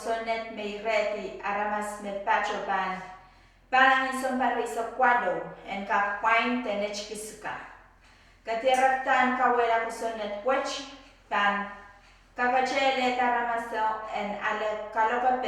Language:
Pohnpeian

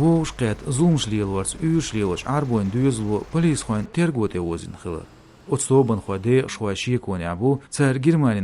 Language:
Chechen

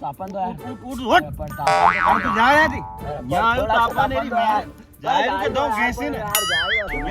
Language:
Rajasthani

